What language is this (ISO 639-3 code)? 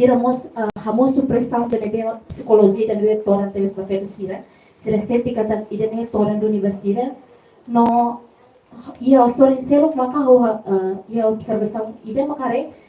tet